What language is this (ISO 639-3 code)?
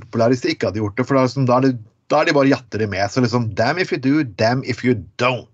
nor